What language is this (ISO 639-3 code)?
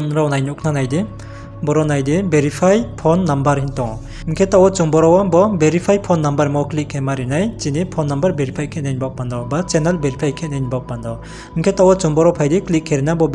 ria